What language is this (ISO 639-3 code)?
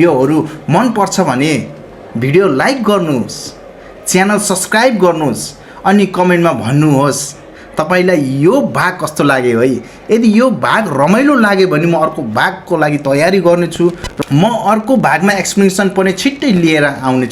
nep